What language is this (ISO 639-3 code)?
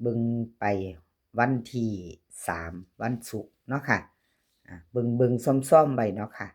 tts